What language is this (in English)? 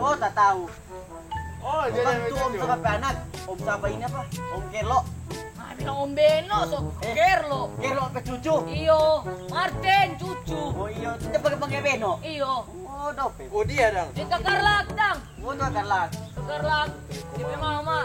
Manado Malay